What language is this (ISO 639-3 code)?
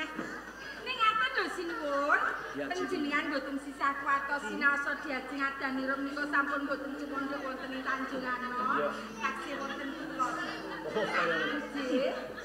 jav